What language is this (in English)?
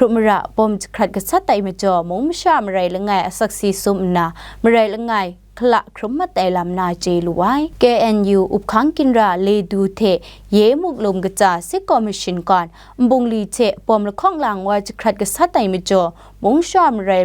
Kachin